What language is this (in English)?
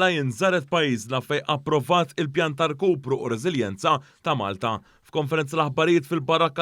Maltese